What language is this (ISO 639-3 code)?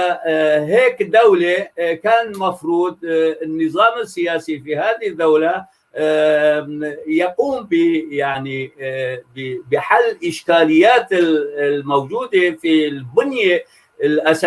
apc